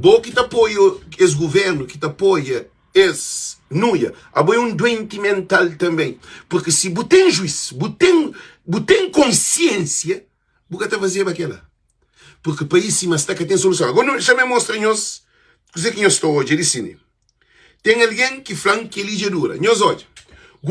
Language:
Kabuverdianu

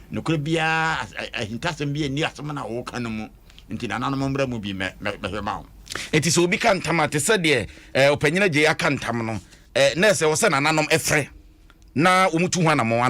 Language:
Akan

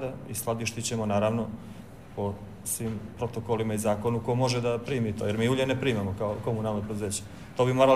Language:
Bosnian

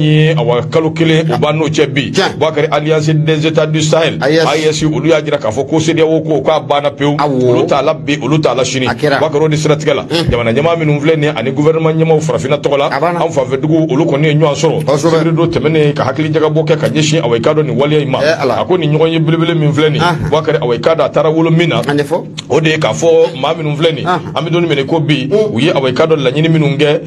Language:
Bambara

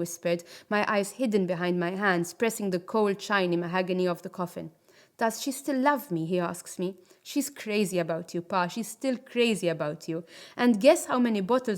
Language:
English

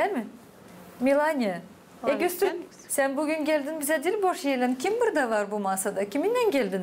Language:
Gagauz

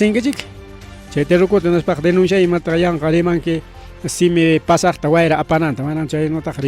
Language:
Ayacucho Quechua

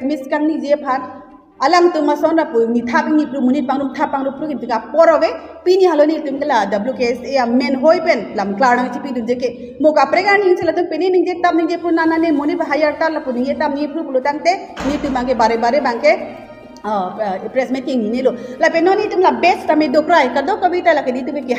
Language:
Karbi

